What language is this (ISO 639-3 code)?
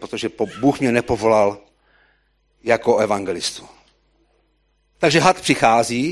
ces